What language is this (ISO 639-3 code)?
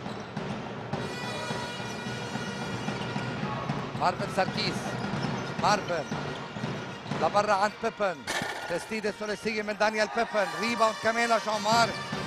apc